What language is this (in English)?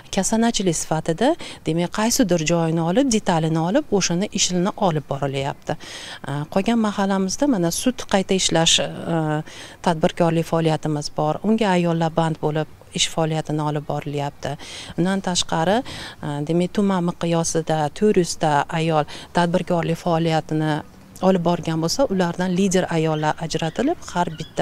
Uzbek